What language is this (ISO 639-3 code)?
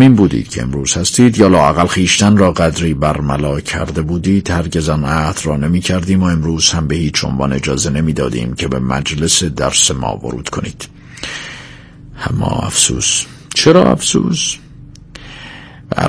fas